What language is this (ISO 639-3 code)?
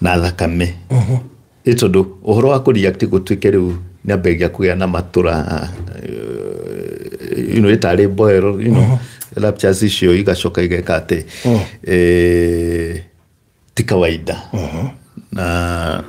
kik